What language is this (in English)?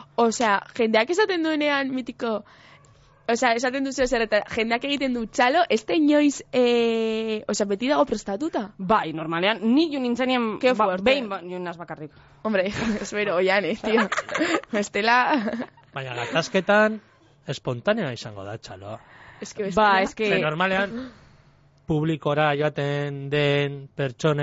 Basque